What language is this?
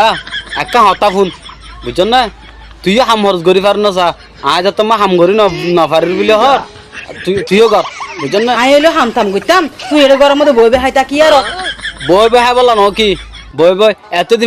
Rohingya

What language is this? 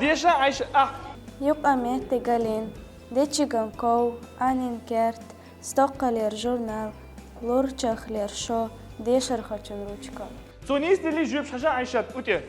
Chechen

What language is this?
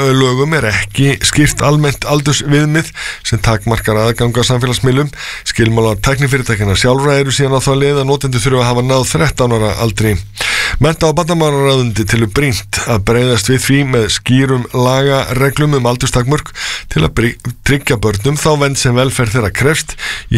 Icelandic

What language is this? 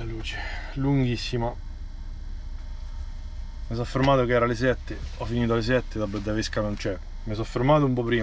Italian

